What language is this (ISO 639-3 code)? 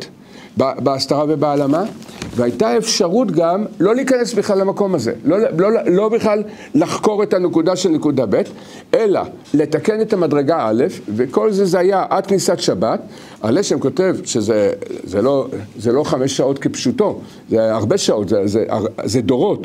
heb